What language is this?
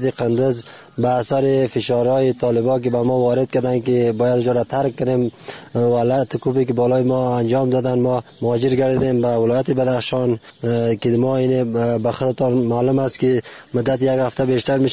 Persian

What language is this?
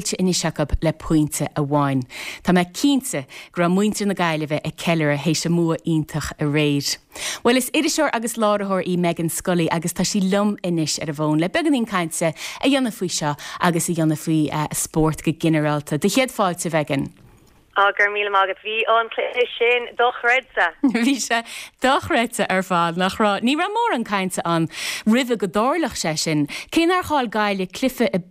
Irish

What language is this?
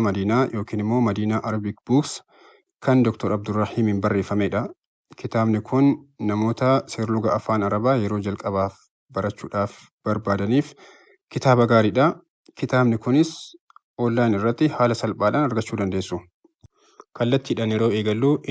Oromo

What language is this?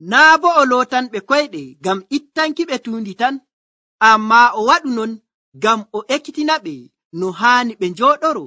Nigerian Fulfulde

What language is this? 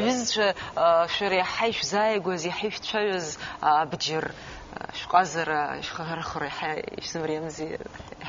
Abkhazian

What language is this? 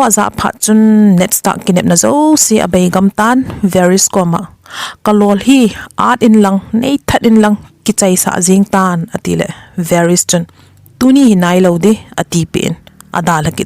Thado Chin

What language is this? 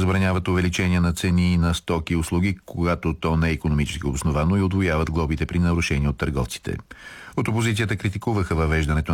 Bulgarian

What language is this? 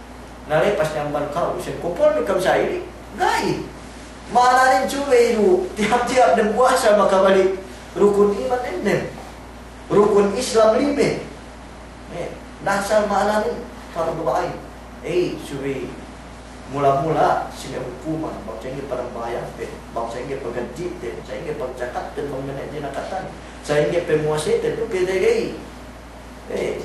Yakan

